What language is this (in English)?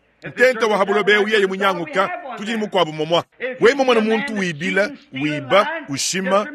Luba-Lulua